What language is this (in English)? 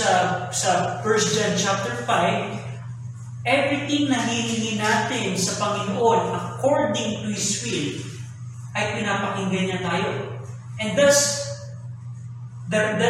Filipino